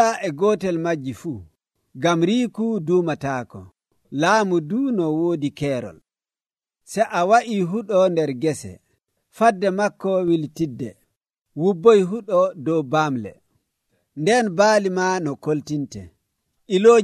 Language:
Nigerian Fulfulde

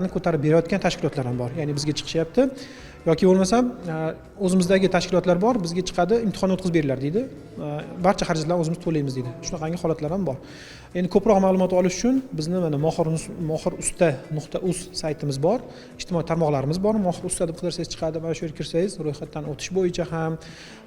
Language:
Uzbek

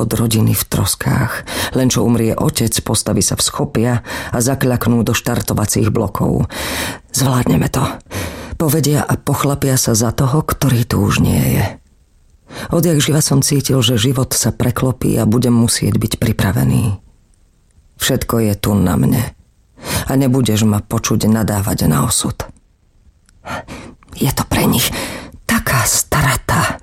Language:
Slovak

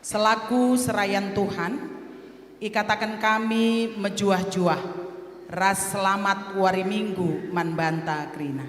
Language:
Batak Karo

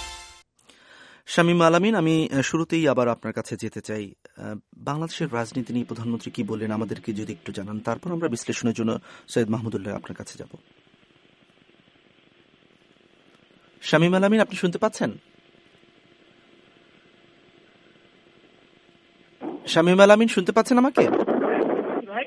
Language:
Bangla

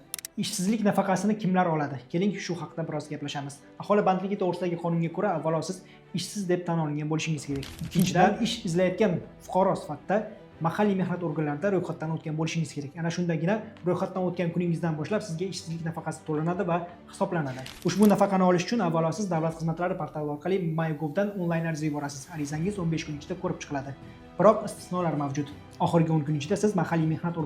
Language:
Uzbek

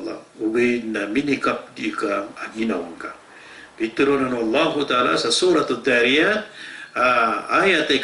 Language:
Maranao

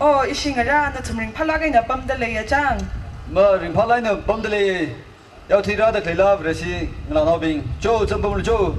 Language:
Tangkhul Naga (India)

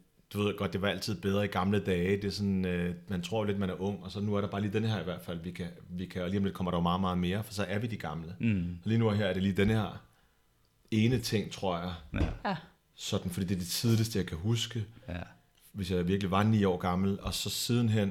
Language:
Danish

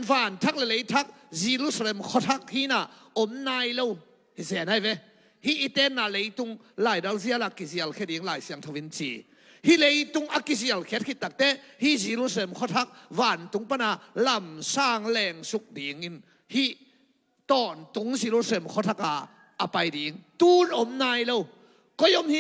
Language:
Tedim Chin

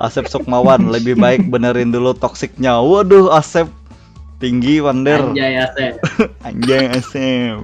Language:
Banjar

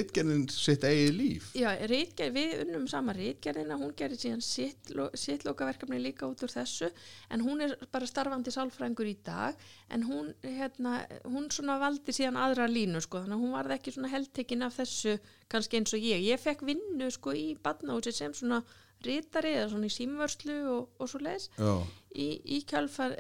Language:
Icelandic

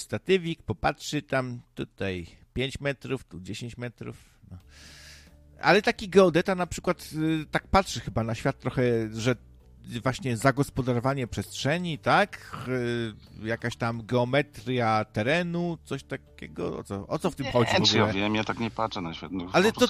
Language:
Polish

